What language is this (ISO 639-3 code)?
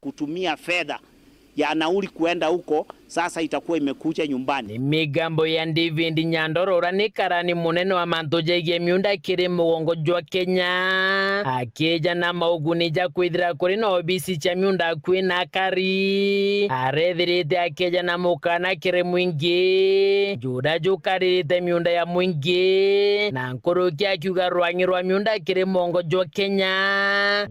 mer